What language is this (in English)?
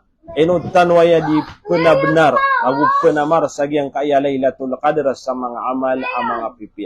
Maranao